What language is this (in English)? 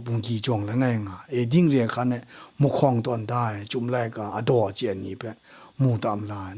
Kachin